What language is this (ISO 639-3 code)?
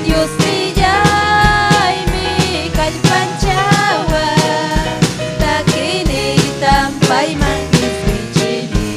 quy